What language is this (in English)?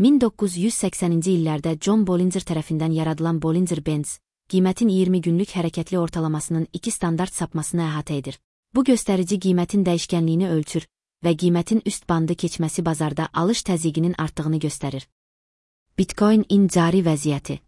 Azerbaijani